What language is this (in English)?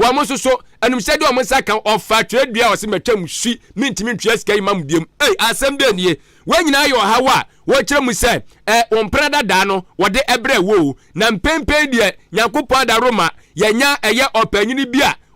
Akan